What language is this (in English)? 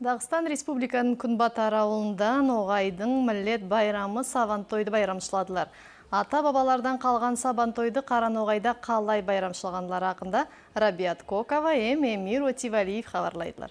Nogai